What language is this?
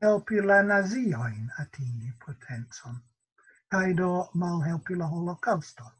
Esperanto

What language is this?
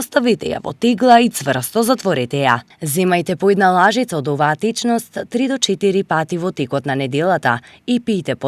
Macedonian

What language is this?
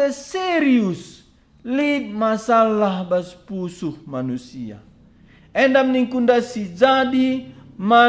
Batak Karo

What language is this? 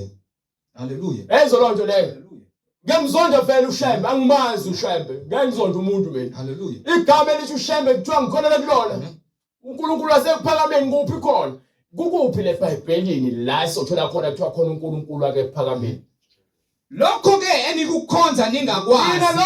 Zulu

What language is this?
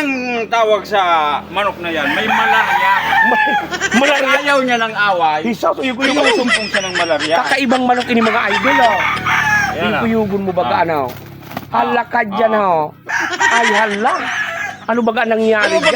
Bikol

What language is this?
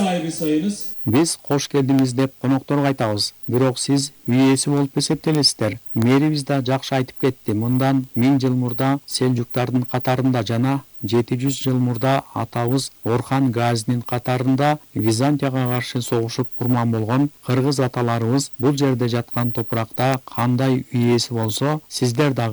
Kyrgyz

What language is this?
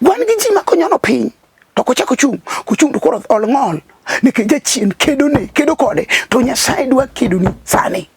Luo (Kenya and Tanzania)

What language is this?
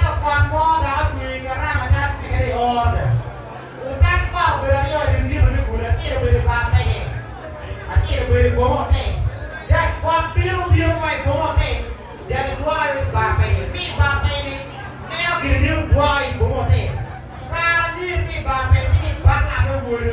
Acoli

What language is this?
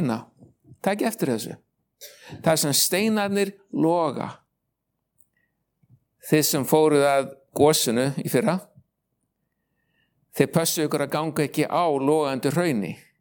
Icelandic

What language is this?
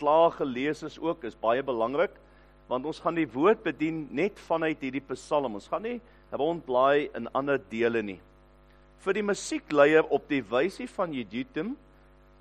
Afrikaans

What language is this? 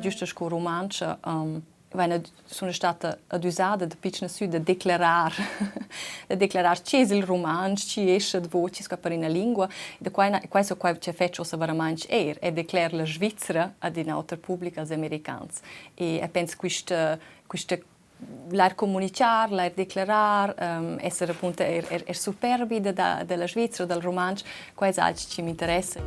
Romansh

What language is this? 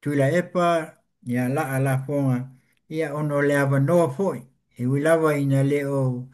Samoan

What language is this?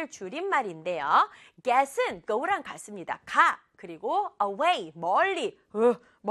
Korean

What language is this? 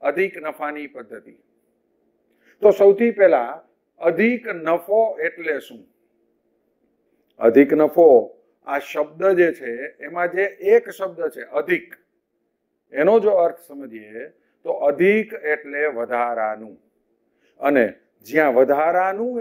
Gujarati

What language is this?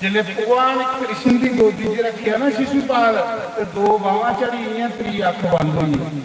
Dogri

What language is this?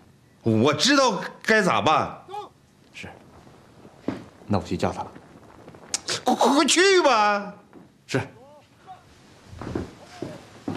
Chinese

